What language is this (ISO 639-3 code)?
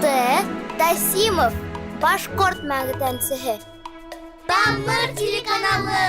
bak